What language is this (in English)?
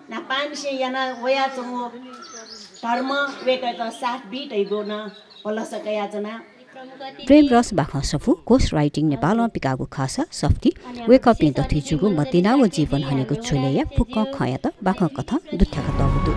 Newari